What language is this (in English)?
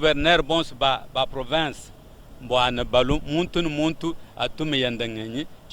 Luba-Lulua